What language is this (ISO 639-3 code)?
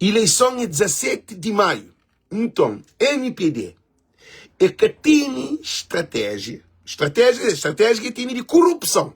kea